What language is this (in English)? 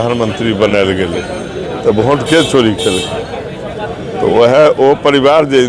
Maithili